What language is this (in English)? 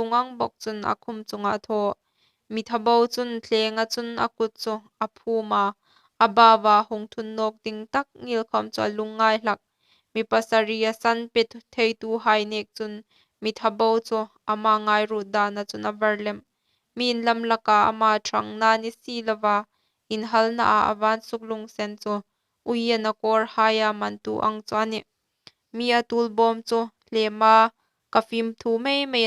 Hmar